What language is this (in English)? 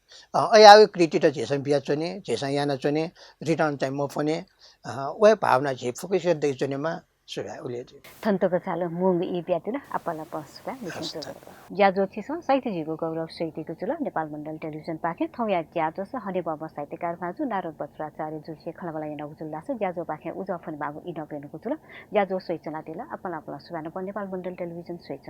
Newari